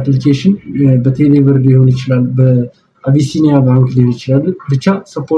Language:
Amharic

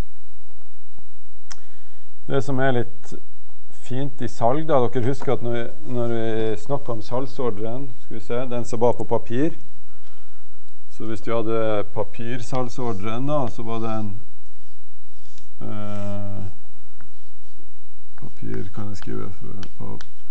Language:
Norwegian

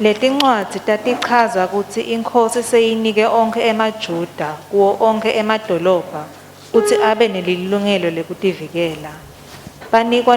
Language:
Swati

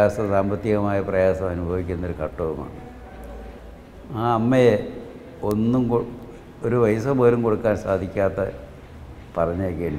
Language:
Malayalam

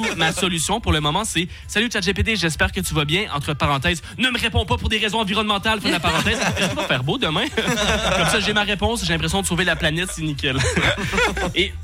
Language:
French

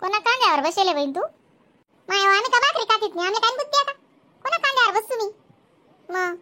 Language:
Khandesi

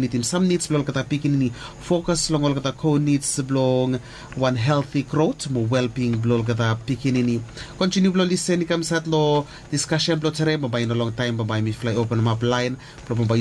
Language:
Bislama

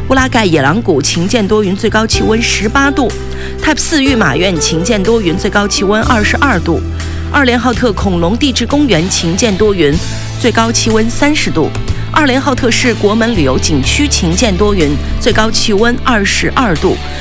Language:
Chinese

